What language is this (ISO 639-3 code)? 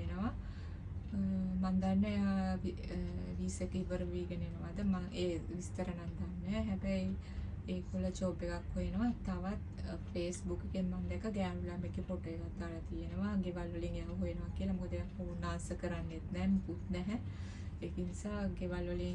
sin